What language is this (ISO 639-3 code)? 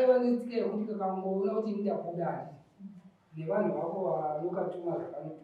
sna